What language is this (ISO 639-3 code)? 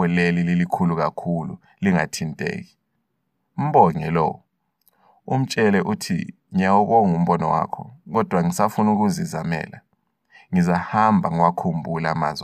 nde